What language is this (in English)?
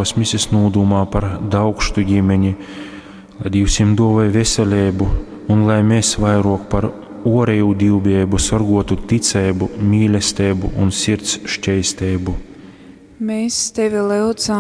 Latgalian